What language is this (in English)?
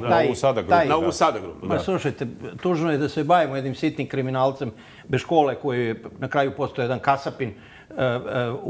Serbian